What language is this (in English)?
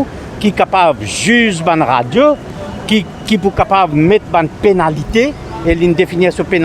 Morisyen